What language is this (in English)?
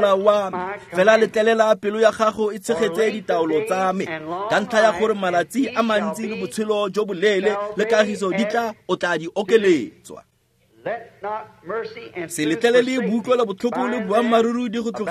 Tswana